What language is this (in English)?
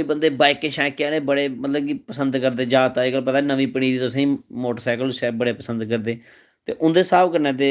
Dogri